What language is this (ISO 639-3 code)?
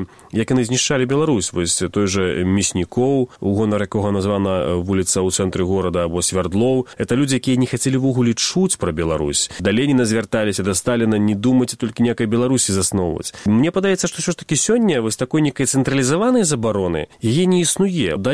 bel